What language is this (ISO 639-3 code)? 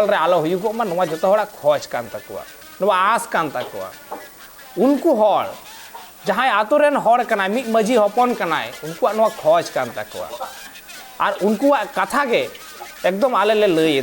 sat